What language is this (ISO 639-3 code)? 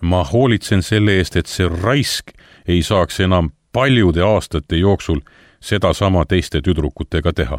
est